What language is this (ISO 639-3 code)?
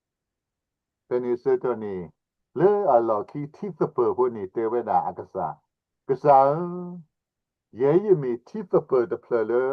ksw